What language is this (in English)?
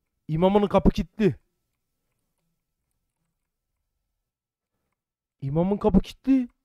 Turkish